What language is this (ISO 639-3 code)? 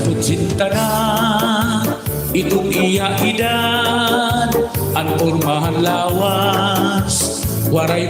war